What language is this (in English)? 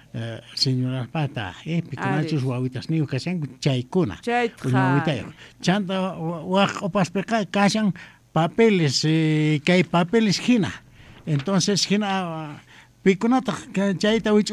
South Bolivian Quechua